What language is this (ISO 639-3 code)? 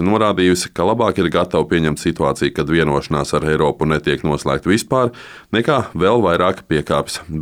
lav